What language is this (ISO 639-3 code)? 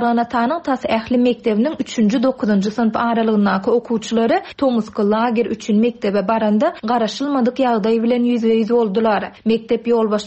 tuk